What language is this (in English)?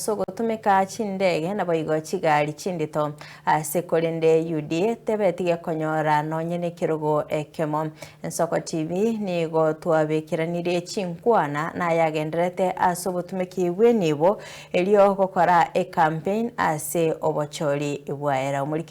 Gusii